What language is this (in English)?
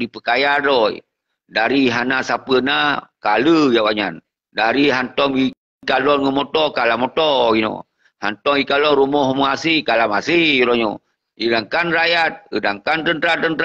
Achinese